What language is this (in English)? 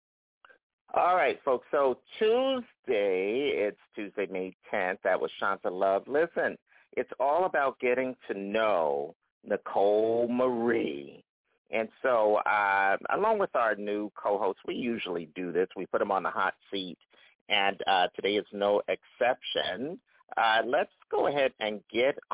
English